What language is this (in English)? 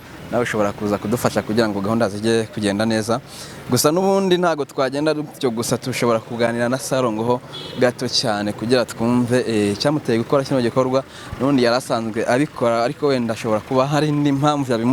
Kinyarwanda